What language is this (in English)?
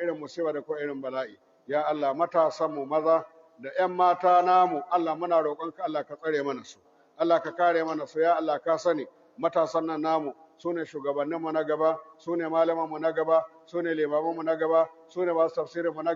Hausa